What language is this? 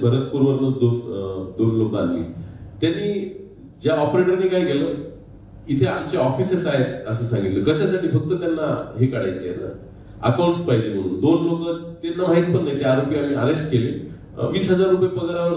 Marathi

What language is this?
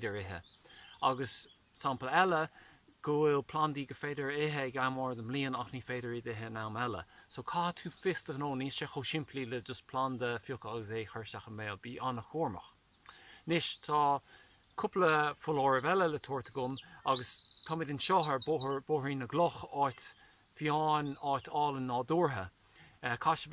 Irish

